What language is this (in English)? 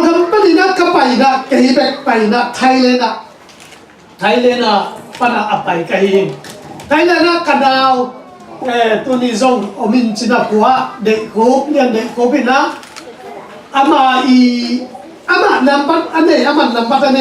Tedim Chin